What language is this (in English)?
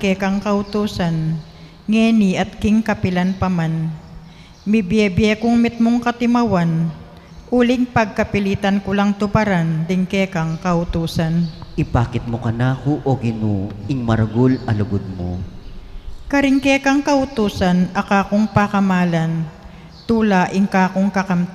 Pampanga